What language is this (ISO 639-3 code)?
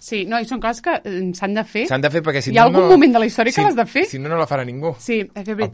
cat